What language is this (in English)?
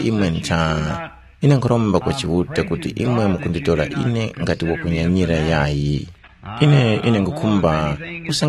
Tumbuka